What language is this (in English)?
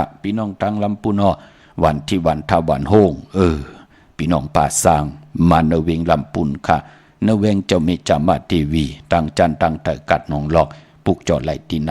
Shan